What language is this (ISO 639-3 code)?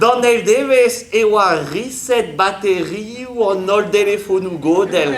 bre